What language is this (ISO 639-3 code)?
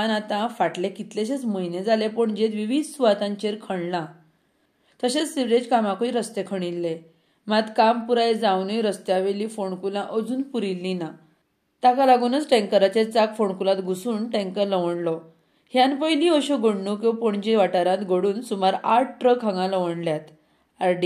kok